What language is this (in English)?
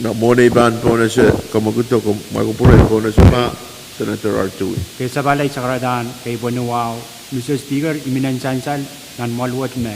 Pohnpeian